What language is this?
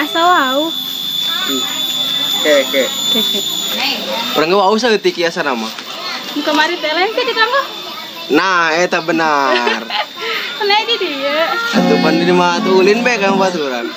Sundanese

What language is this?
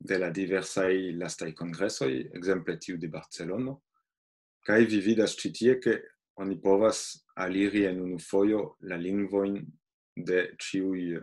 Esperanto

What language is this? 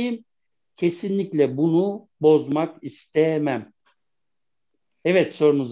Turkish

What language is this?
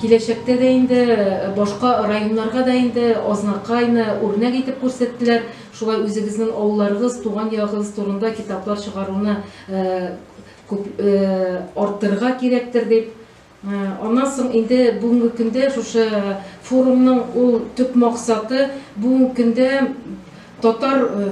Tatar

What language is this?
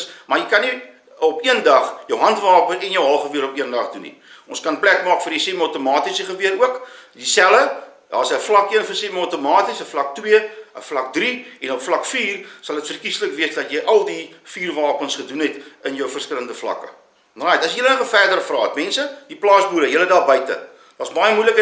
Afrikaans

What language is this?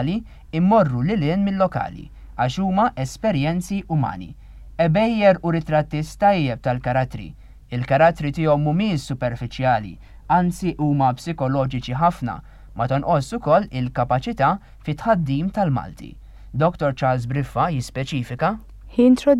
Maltese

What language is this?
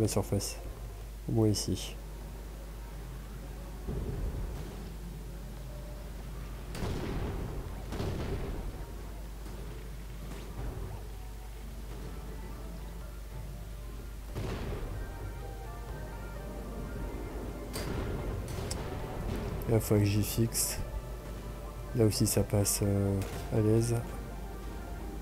French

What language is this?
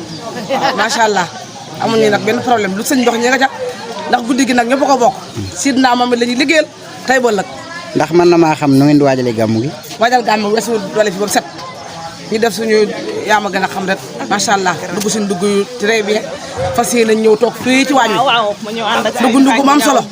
Wolof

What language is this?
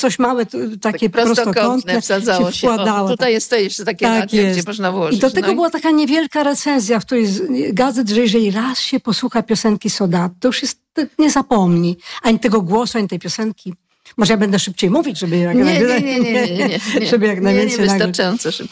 Polish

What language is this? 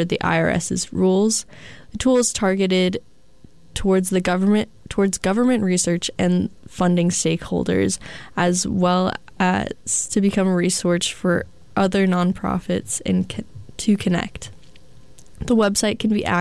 English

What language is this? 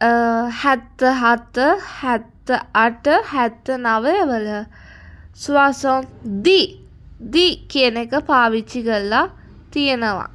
Sinhala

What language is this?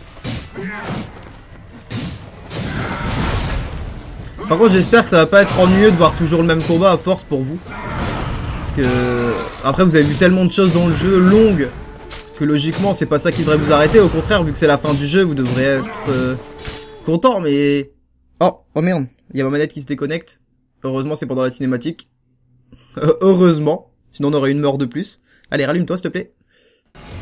French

